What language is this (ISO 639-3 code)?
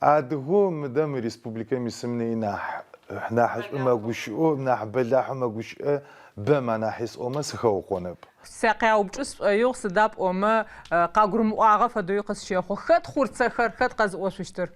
ady